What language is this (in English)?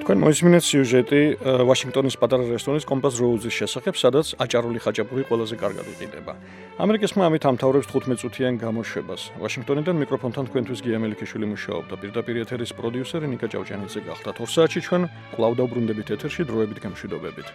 Georgian